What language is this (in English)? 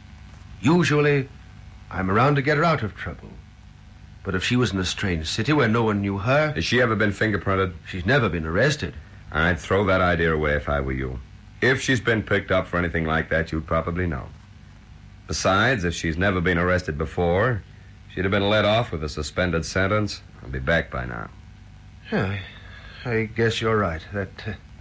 English